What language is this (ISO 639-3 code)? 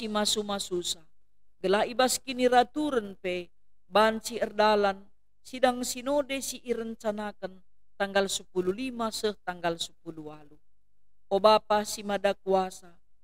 btx